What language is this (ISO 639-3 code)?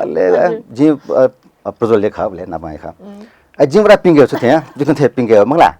new